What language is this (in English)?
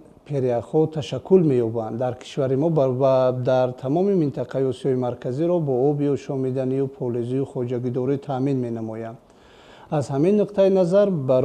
Tajik